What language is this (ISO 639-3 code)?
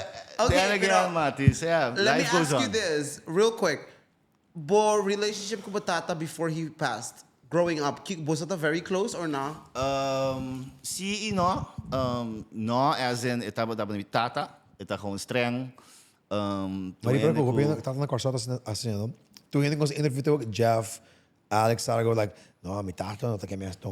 pap